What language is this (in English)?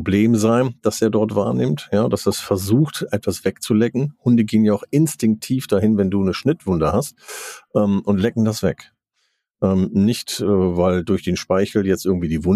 German